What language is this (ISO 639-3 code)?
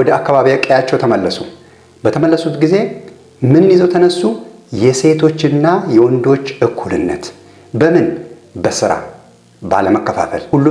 amh